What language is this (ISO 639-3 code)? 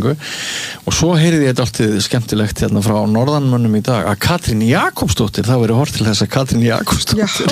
isl